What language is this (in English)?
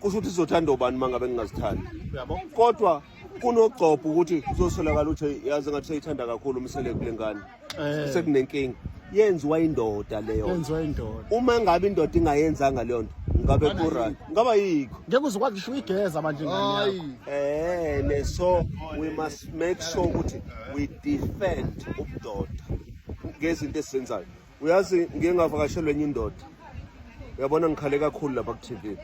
Zulu